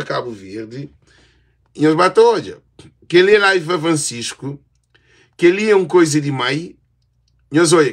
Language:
Kabuverdianu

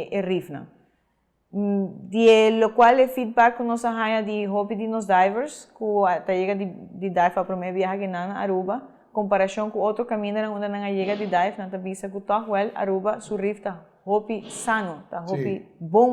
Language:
Papiamento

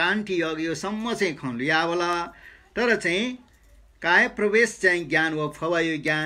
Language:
Newari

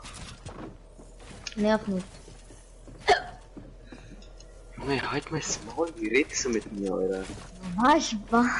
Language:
German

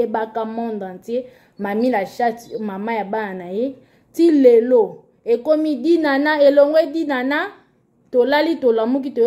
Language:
Lingala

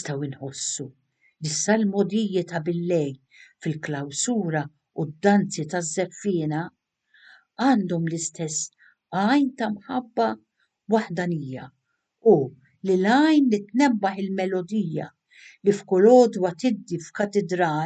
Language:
Maltese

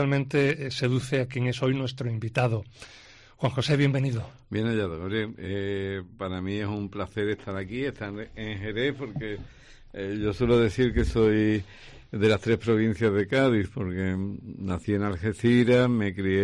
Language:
Spanish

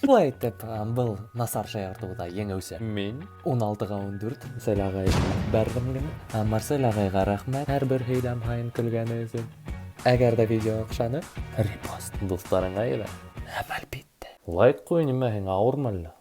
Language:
Bashkir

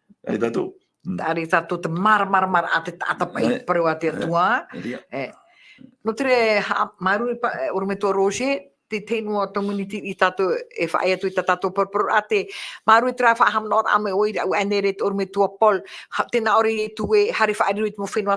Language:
Tahitian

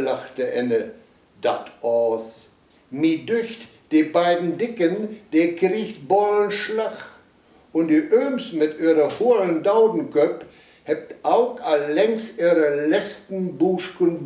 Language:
Westphalien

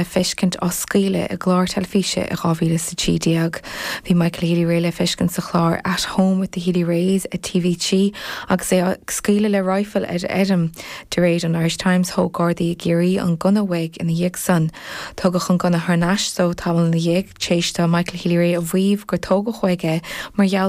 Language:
Irish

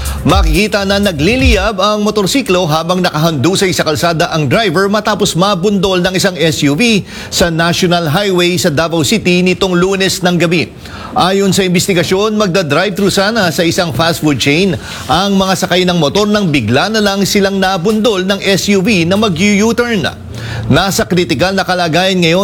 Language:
Filipino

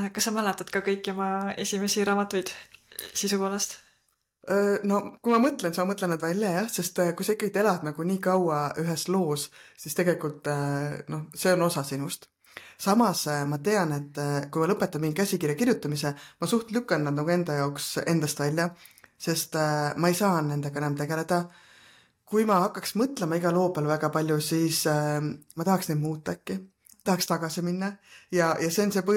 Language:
Estonian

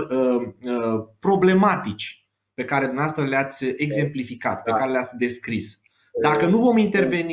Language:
Romanian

